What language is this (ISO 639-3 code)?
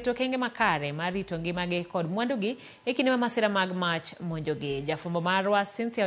luo